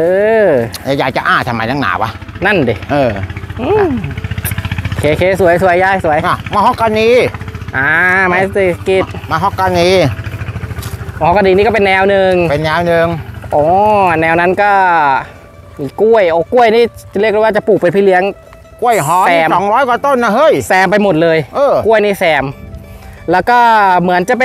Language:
Thai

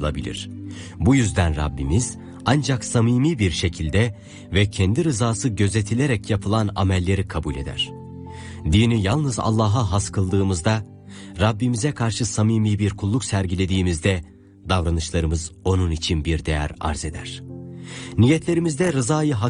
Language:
Turkish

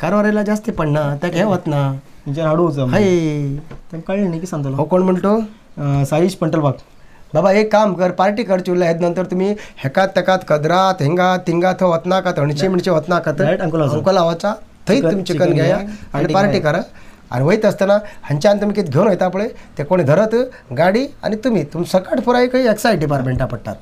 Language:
Konkani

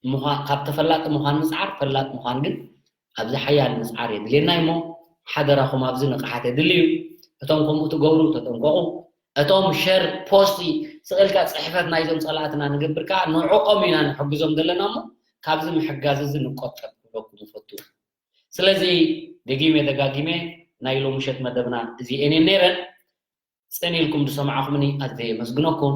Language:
Tigrinya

